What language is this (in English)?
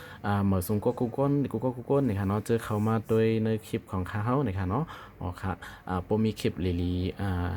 Shan